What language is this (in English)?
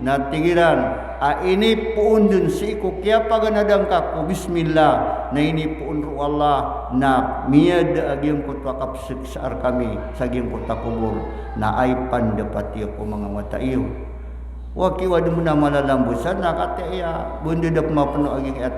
Maranao